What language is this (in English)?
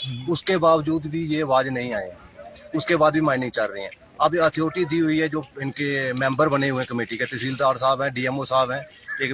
Hindi